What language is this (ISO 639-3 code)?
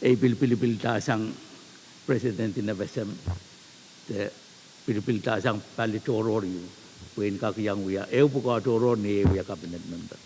pon